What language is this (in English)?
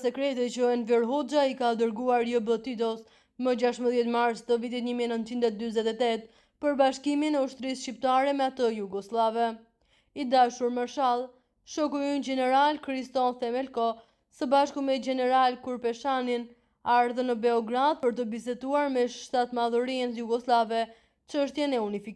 Albanian